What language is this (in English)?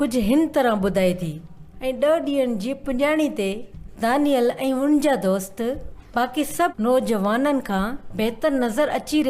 Sindhi